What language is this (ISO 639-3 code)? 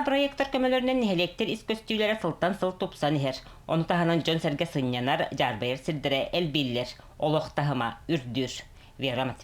sah